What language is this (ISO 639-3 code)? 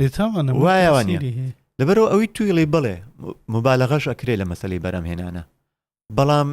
ckb